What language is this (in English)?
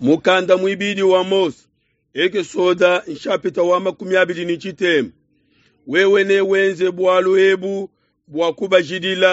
Luba-Lulua